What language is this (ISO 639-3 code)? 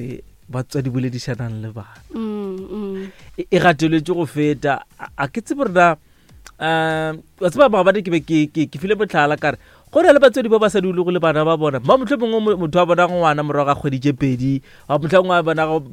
nso